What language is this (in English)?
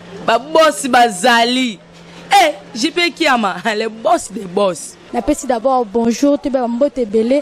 Lingala